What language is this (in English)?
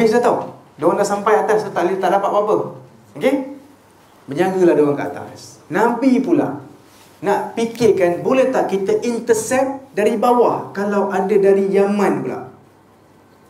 Malay